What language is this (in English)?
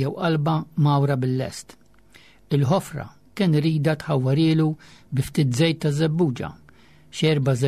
Maltese